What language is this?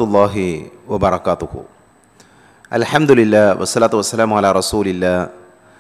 Malayalam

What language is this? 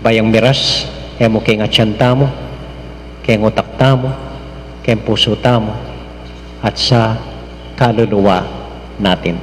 Pampanga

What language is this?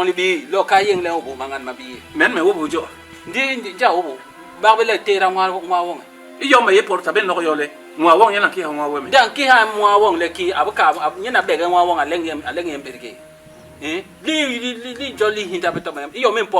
Basaa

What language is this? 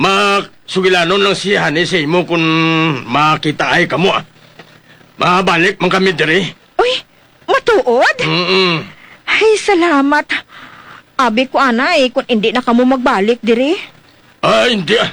Hiligaynon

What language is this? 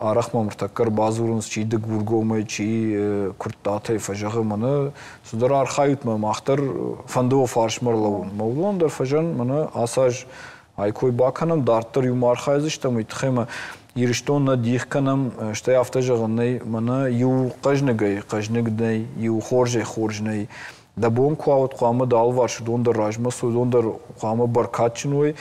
Ossetic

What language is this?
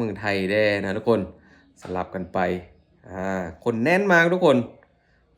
Lao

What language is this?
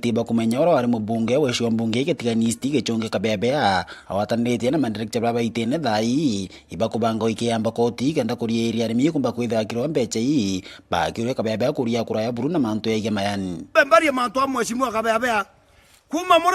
Meru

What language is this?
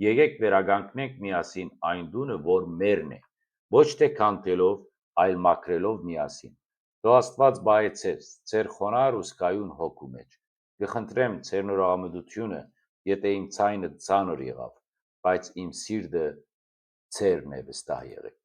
Western Armenian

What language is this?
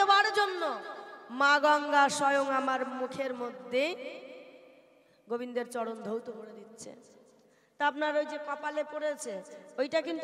Bangla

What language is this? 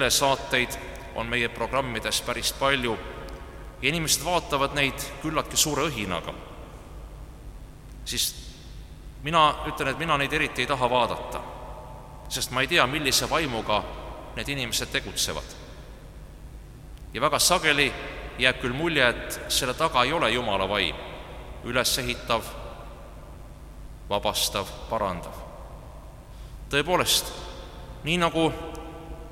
Estonian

